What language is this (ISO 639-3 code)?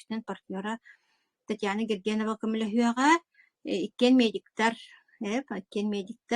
sah